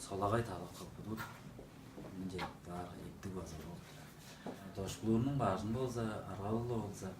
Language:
Tuvinian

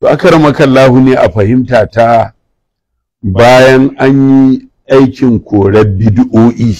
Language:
Hausa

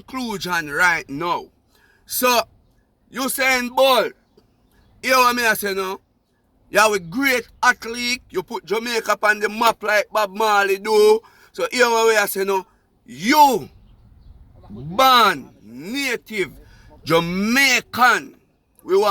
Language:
Jamaican Creole English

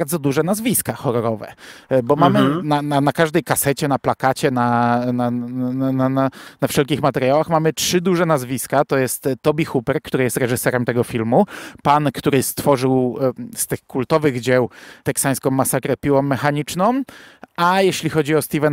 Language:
Polish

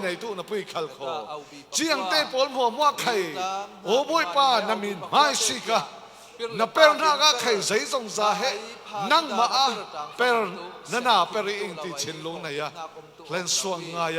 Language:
Falam Chin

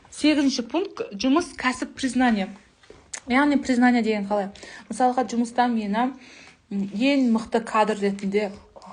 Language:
Kazakh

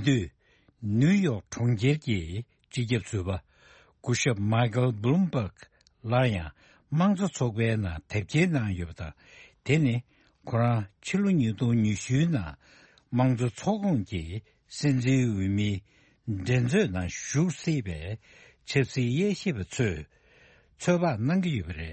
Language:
Tibetan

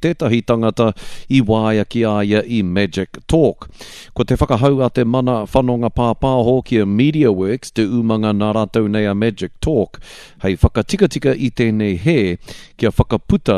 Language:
Māori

